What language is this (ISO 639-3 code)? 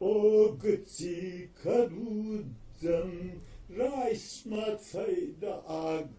oss